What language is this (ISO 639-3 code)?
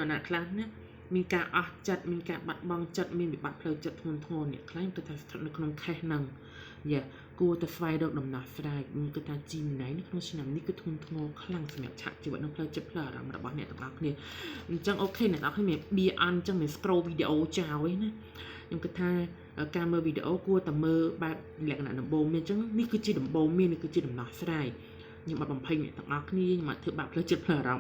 khm